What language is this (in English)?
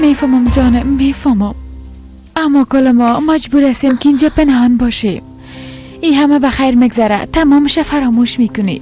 Persian